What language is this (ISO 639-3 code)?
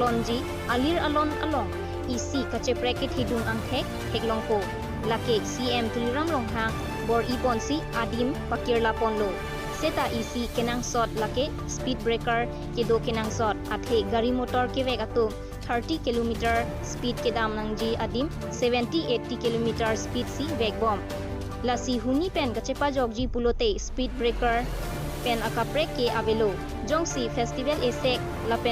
mjw